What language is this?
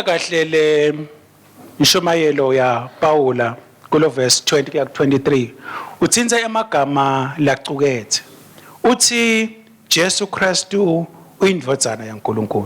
Swati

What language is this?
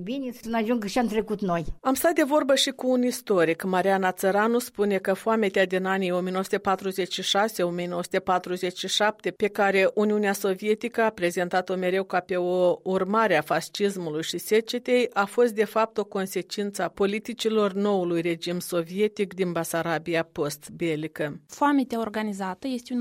Romanian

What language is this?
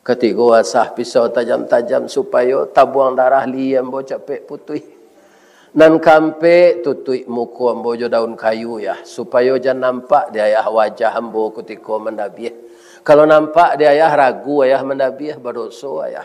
Minangkabau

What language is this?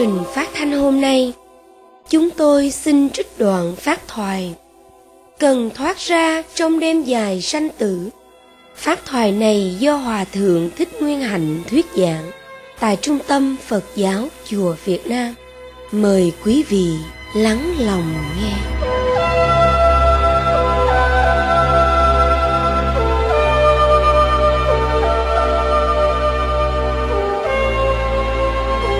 Vietnamese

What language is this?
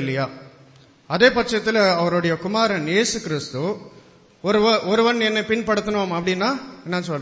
Tamil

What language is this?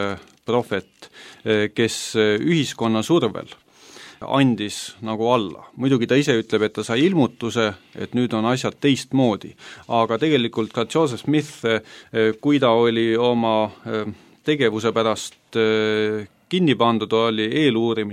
Estonian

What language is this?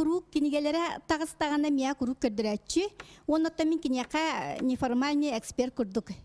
Yakut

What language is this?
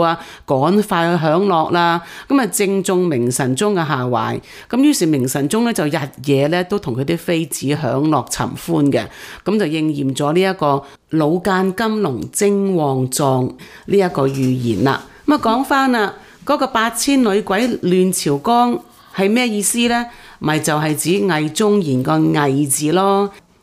Cantonese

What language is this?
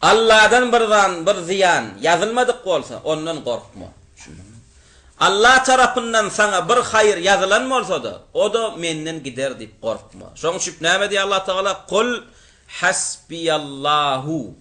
Turkmen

